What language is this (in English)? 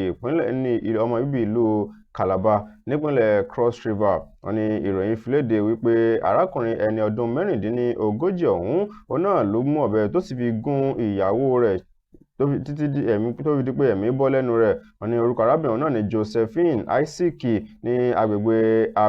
Yoruba